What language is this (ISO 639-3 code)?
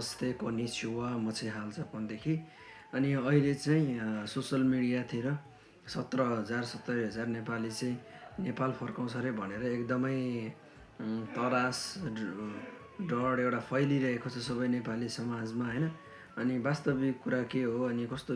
nep